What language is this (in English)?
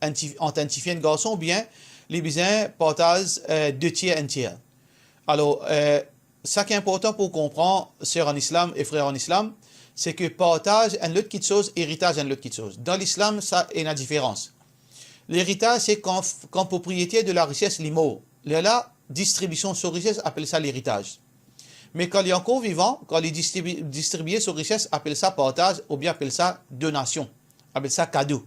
Morisyen